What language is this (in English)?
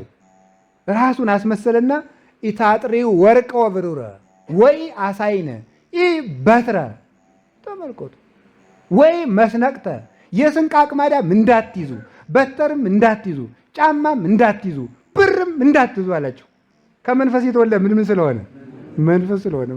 Amharic